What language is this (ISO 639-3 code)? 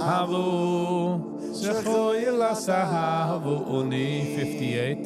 yid